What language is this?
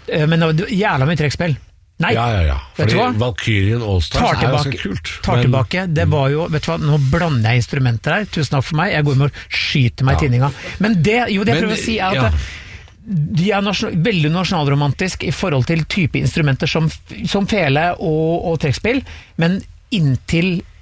Norwegian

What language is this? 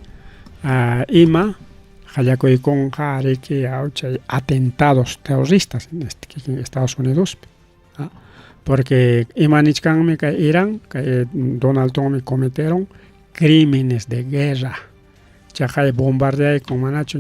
Ayacucho Quechua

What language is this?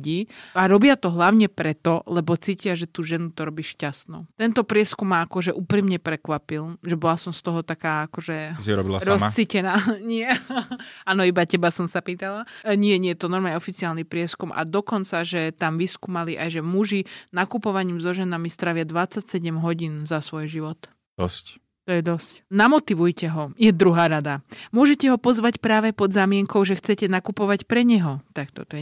Slovak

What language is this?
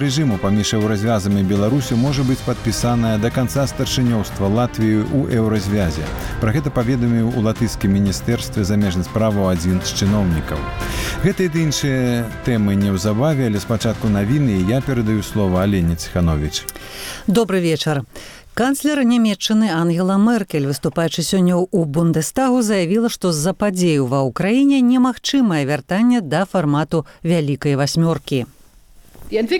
Belarusian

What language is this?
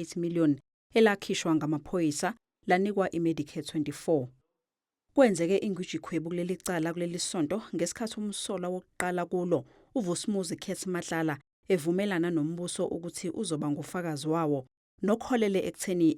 Zulu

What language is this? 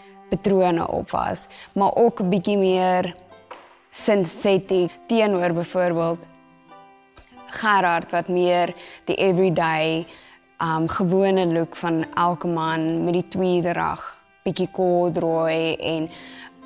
Afrikaans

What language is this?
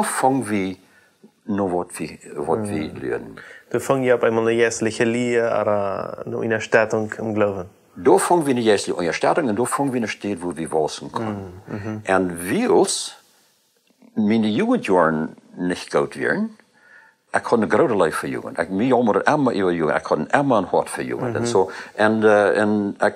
Plautdietsch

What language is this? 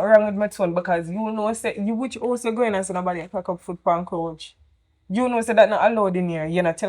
Jamaican Creole English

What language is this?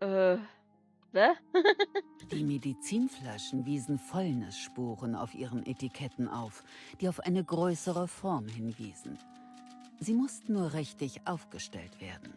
Bavarian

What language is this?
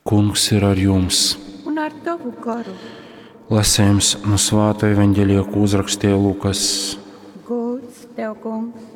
Latgalian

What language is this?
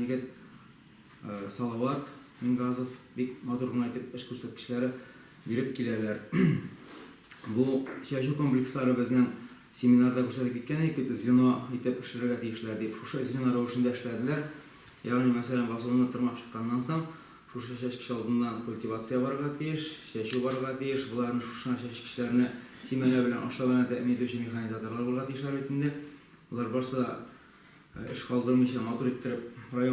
Tatar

